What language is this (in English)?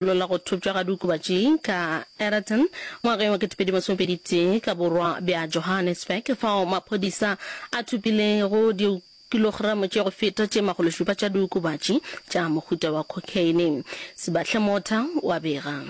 Northern Sotho